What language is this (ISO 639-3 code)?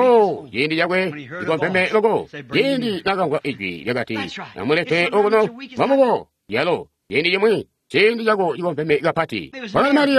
toi